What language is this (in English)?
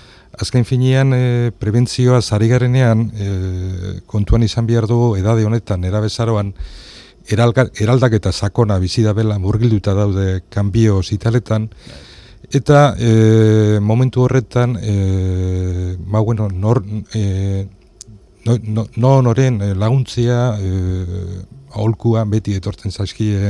Basque